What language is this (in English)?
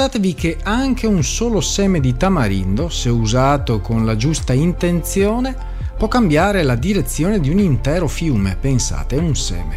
Italian